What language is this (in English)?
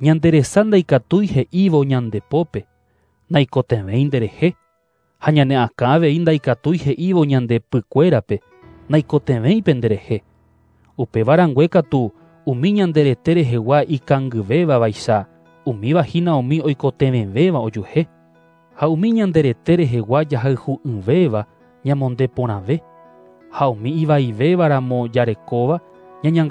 Guarani